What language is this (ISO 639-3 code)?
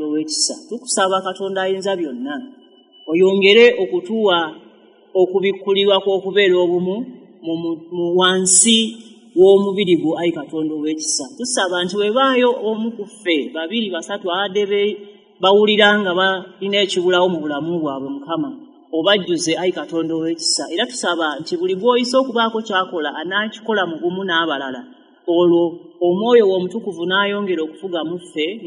lug